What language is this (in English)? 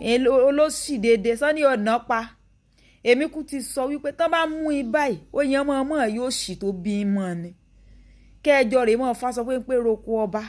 Yoruba